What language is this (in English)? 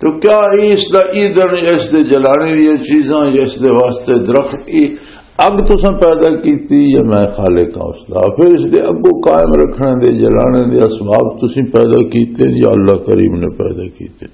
Western Panjabi